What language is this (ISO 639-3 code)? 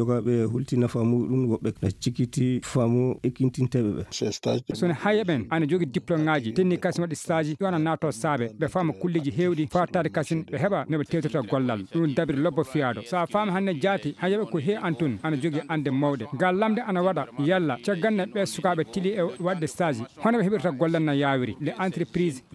ful